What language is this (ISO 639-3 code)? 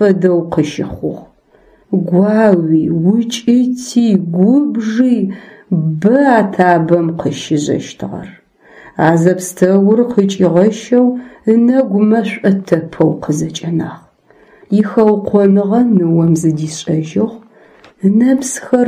ady